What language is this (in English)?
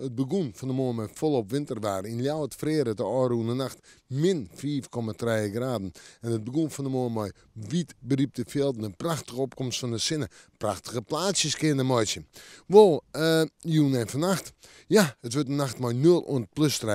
Western Frisian